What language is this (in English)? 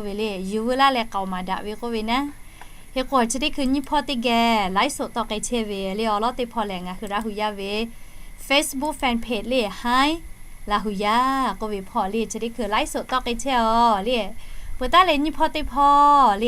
Lahu